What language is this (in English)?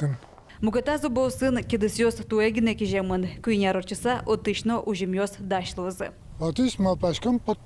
Udmurt